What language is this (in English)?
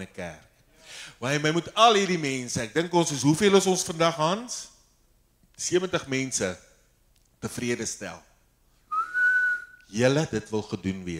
Afrikaans